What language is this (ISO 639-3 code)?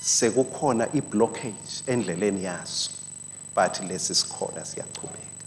ssw